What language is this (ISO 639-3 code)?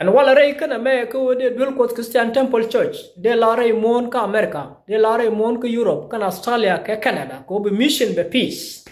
nus